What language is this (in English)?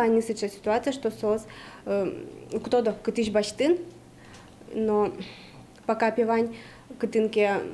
Udmurt